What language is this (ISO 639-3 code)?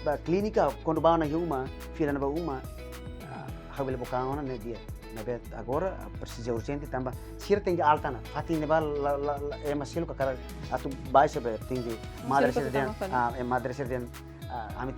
tet